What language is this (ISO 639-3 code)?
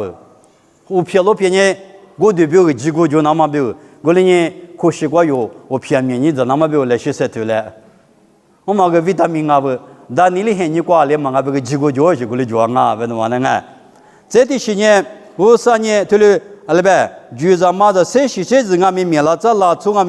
lis